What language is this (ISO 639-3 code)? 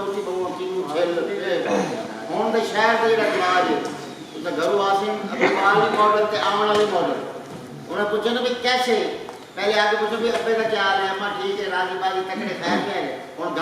skr